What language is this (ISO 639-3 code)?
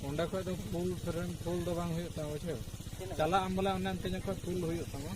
sat